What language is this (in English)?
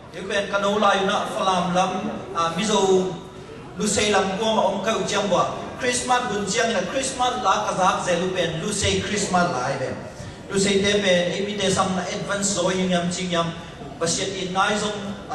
Tedim Chin